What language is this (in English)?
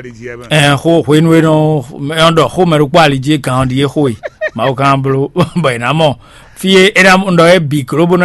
Fon